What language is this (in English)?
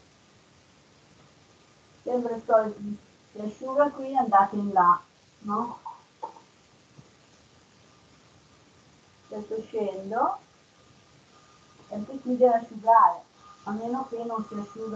Italian